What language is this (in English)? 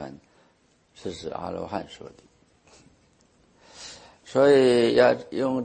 Chinese